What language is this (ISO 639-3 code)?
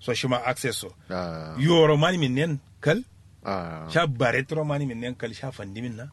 kau